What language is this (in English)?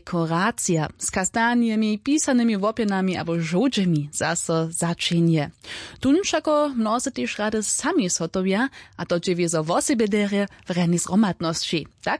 Upper Sorbian